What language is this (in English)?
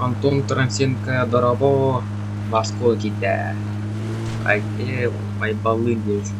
Yakut